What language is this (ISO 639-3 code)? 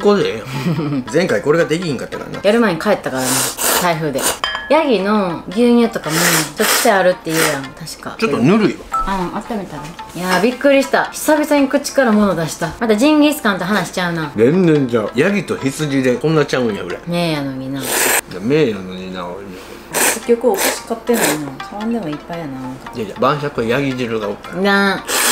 jpn